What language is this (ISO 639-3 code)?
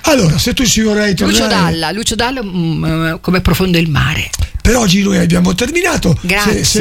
ita